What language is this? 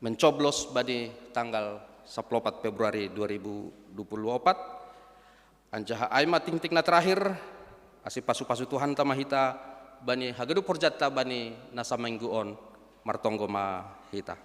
Batak Simalungun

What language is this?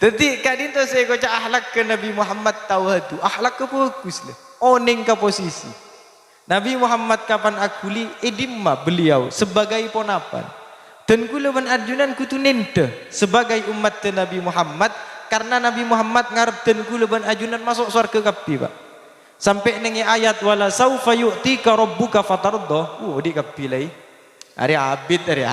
Madurese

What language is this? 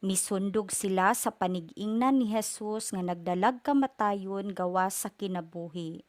Cebuano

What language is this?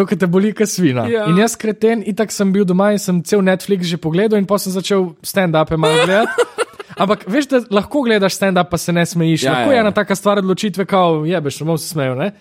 Slovenian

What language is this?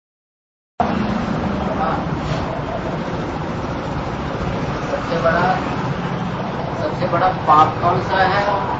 Hindi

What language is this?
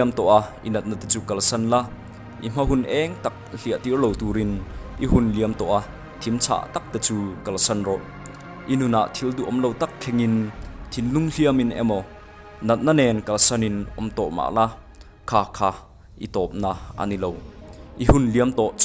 Mizo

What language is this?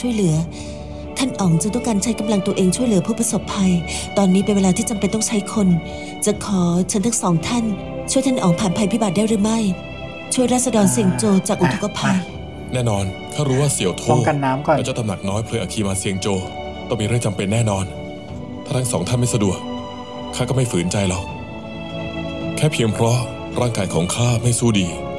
Thai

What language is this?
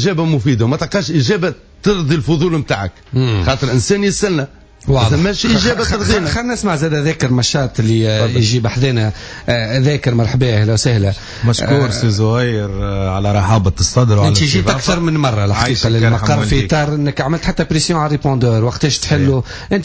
Tunisian Arabic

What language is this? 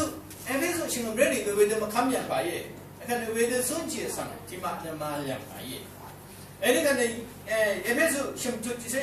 Rawang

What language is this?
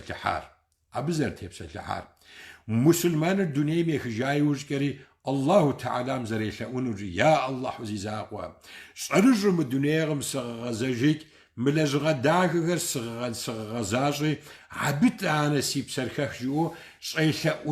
Kabardian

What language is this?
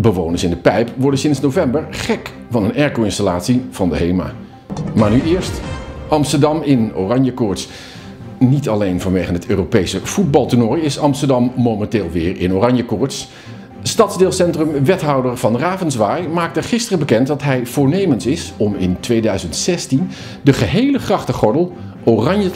Dutch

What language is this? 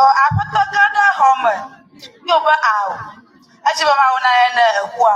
Ewe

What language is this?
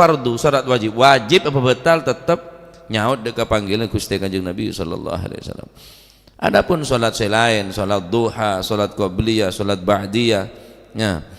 Madurese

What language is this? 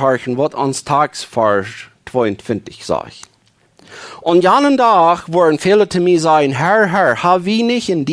Plautdietsch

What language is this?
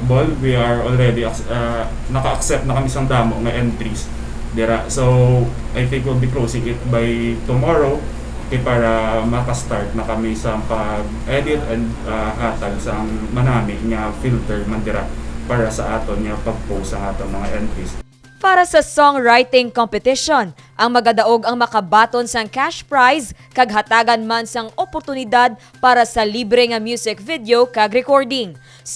Hiligaynon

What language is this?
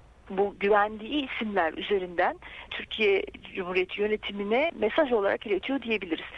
Turkish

